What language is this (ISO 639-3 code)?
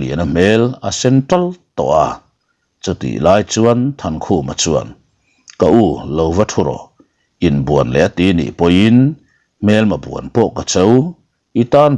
lus